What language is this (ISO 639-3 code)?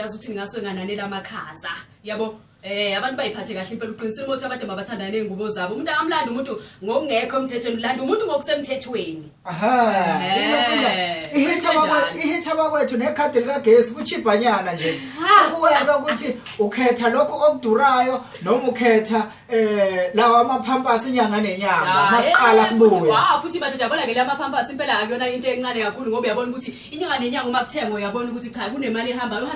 zul